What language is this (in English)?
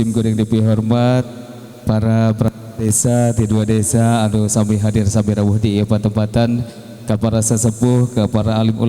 Sundanese